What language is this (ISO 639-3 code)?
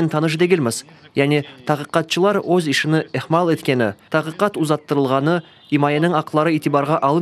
crh